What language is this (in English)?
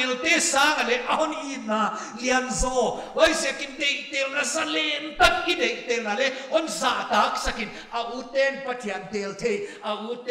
Paite Chin